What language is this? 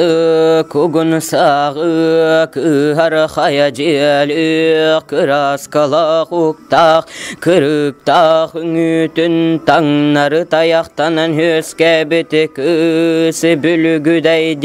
Yakut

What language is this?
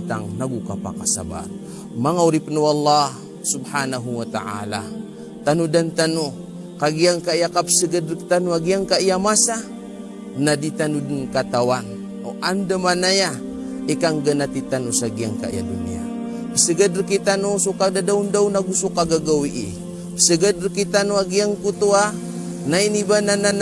Maranao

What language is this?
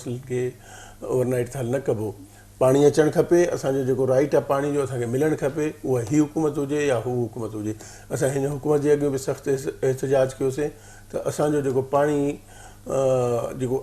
Sindhi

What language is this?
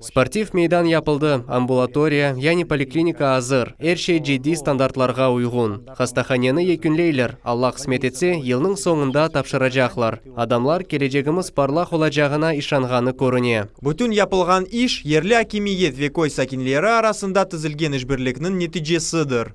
Crimean Tatar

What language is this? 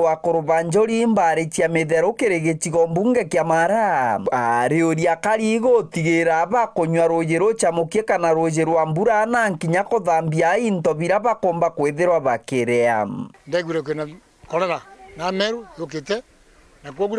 Meru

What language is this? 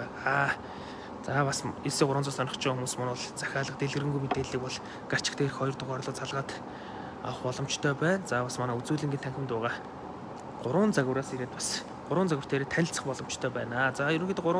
Mongolian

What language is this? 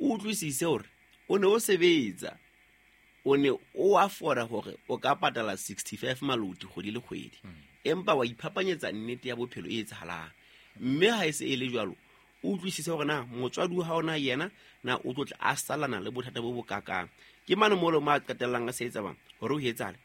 Southern Sotho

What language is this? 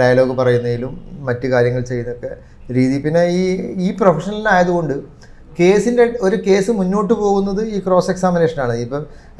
Malayalam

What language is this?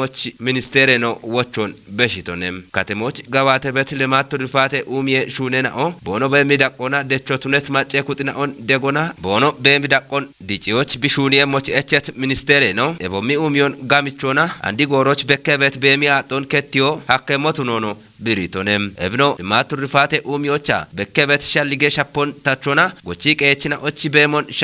Kafa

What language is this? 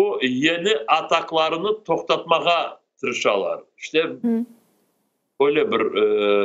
Crimean Tatar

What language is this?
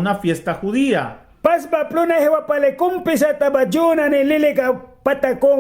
Mískito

